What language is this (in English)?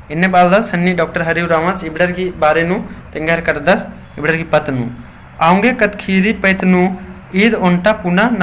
Kurukh